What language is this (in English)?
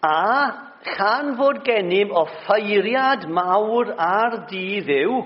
Welsh